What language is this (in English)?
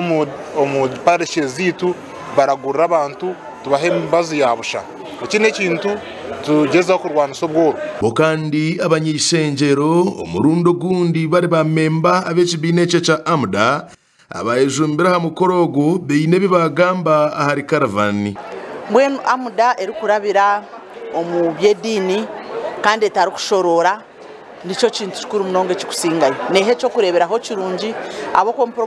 Nyankole